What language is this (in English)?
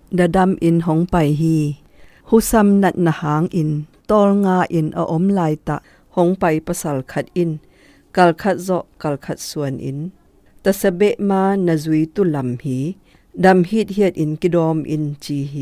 Zou